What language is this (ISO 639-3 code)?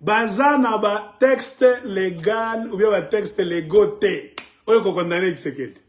lin